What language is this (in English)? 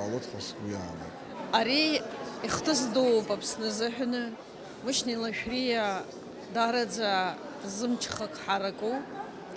Abkhazian